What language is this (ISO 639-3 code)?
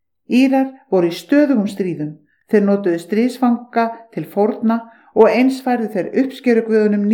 isl